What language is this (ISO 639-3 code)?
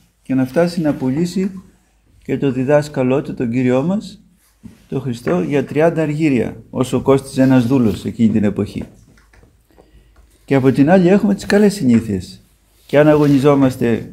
ell